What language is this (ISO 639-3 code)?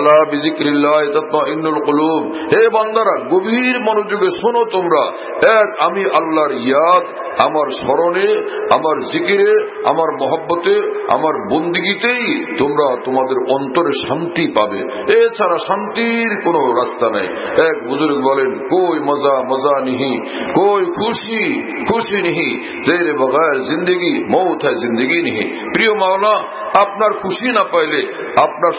ben